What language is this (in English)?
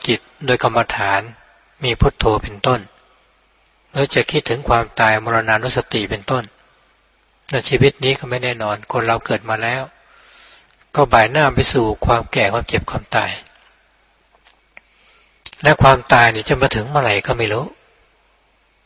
Thai